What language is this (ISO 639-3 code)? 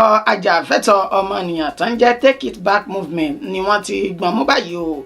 yor